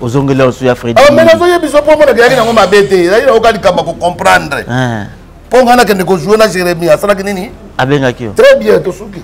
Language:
Lingala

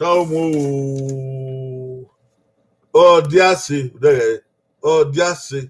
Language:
Bini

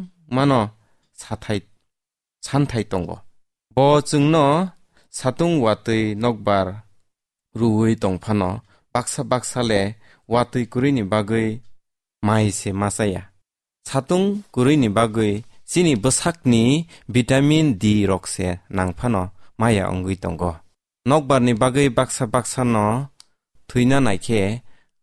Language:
Kok Borok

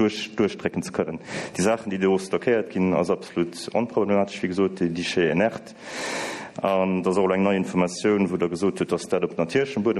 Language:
Luxembourgish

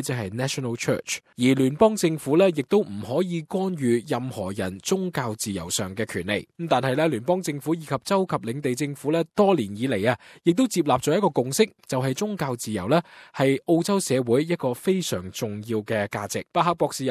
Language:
Cantonese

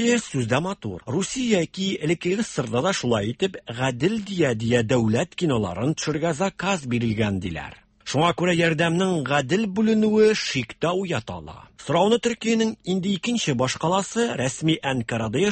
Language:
Tatar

